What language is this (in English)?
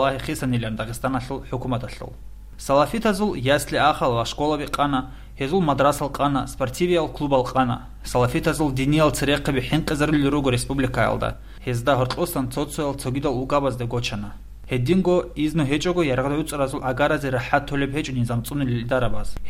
Avaric